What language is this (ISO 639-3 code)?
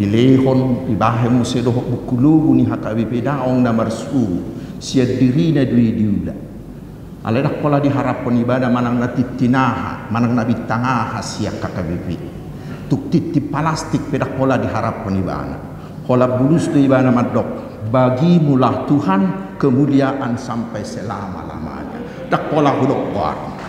bbc